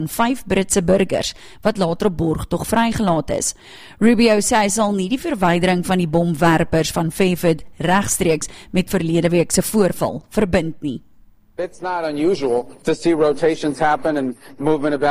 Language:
Afrikaans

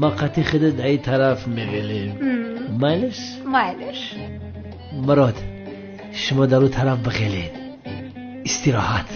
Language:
Tajik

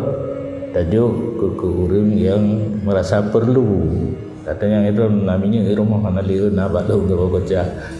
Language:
Achinese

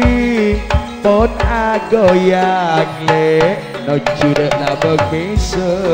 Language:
Madurese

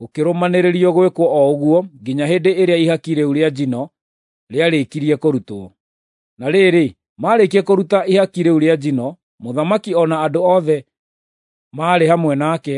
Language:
Kikuyu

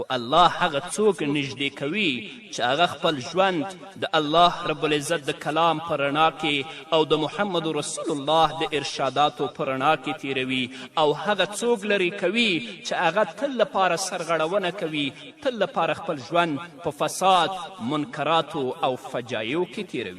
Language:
Pashto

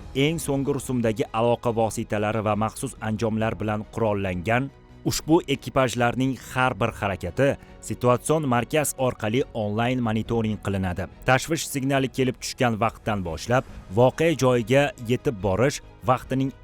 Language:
Uzbek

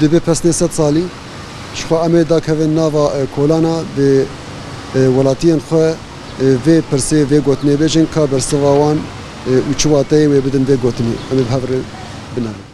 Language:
Kurdish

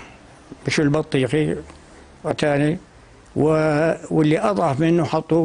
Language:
North Levantine Arabic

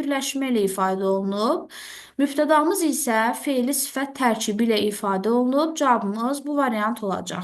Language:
Azerbaijani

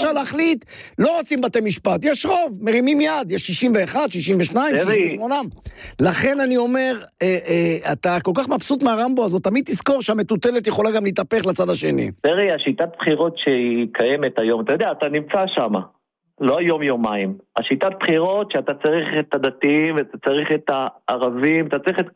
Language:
Hebrew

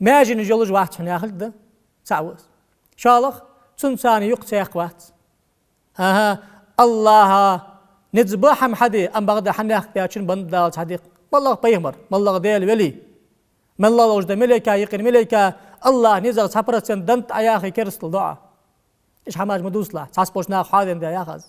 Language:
Ingush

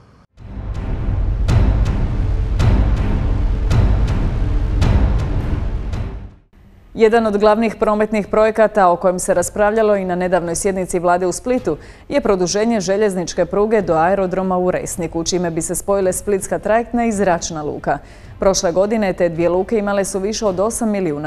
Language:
Croatian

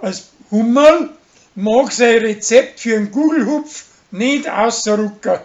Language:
Bavarian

